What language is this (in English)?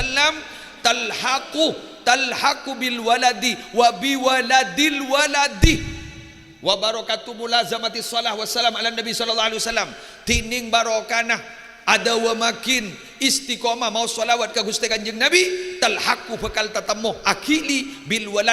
Madurese